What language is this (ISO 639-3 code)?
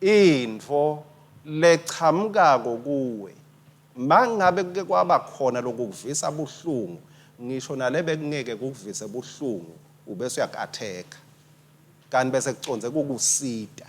ssw